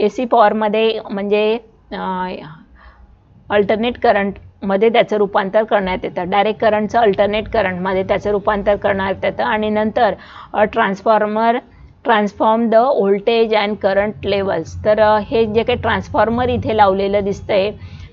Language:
Marathi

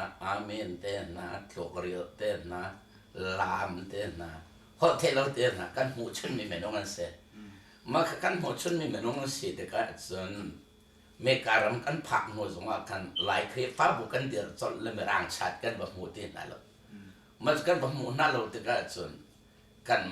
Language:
Hakha Chin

